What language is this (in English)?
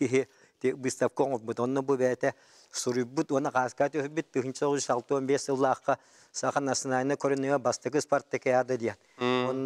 Yakut